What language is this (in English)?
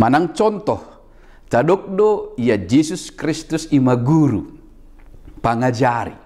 Batak Toba